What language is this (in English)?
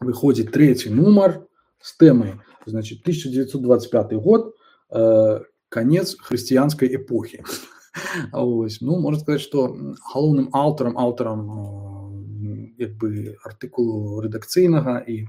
Belarusian